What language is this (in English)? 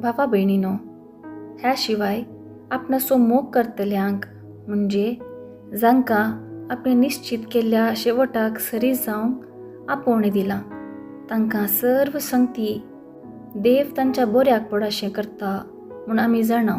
Konkani